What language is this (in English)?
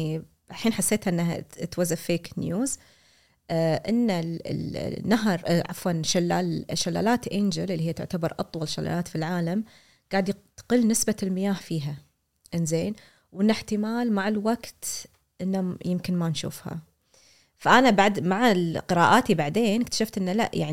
Gulf Arabic